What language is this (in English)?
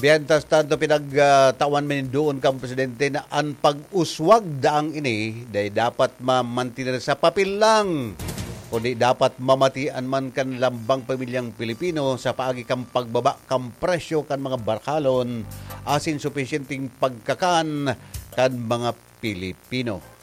Bikol